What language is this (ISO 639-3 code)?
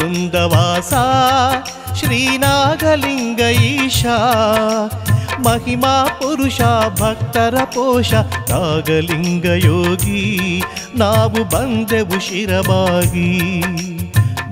kan